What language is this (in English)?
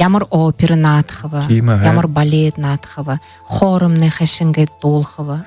Buriat